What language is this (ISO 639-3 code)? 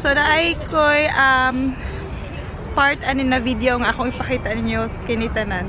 ceb